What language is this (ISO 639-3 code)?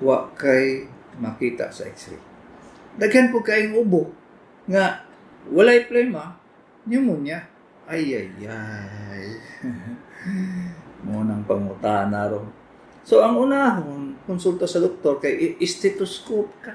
ceb